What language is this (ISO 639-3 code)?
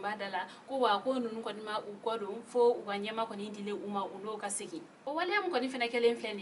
bam